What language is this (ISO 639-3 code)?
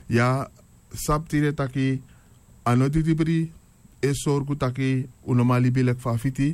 srn